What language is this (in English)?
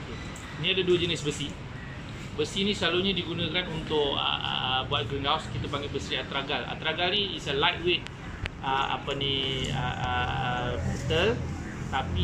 Malay